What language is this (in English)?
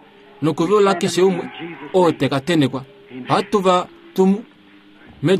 Kuanyama